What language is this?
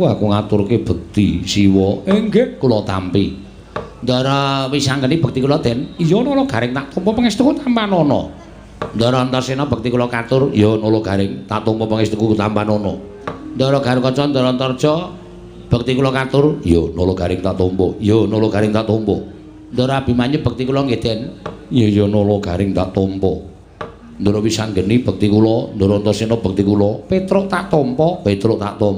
Javanese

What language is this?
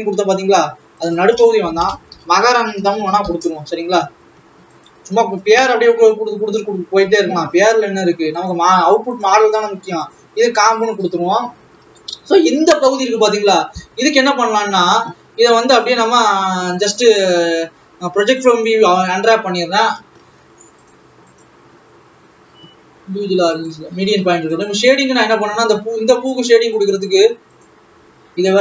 Tamil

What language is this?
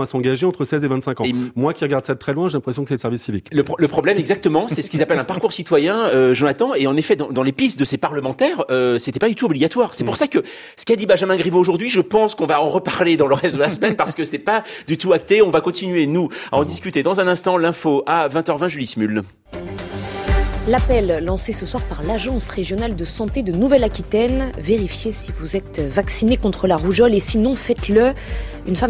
French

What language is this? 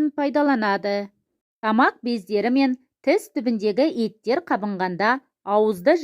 Kazakh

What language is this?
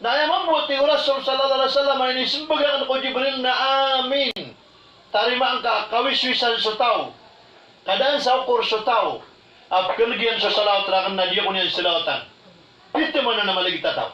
Maranao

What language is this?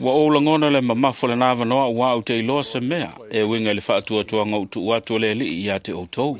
Samoan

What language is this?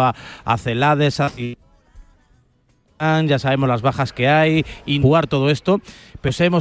Spanish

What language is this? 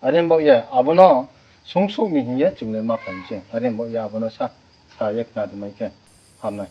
Riang (India)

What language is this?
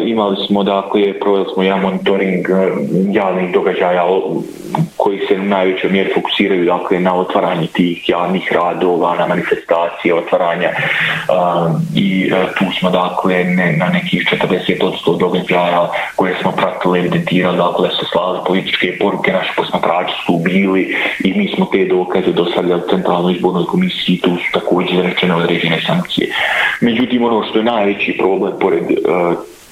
Bosnian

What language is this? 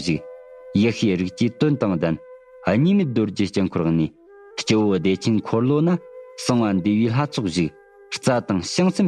Tibetan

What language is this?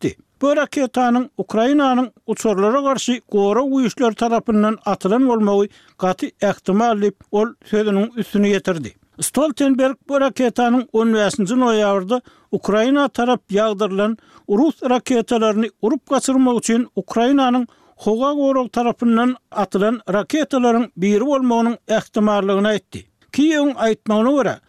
Turkmen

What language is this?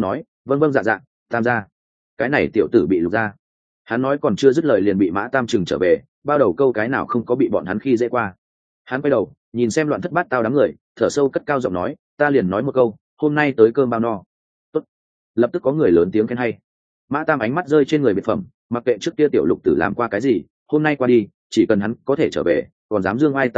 Vietnamese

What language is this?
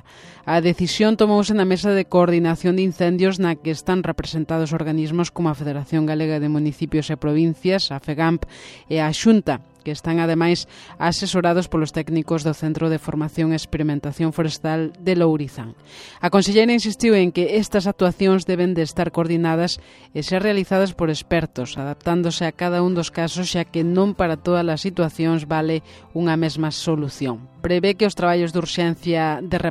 Galician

